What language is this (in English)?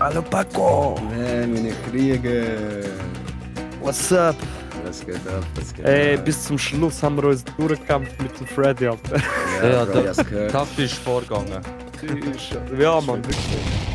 Swiss German